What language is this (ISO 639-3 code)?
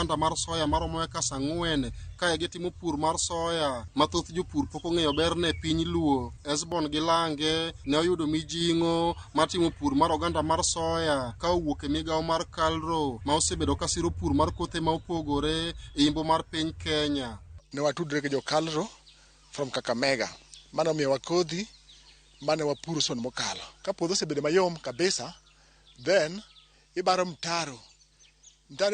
luo